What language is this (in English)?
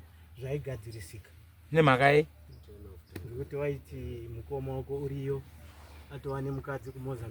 Shona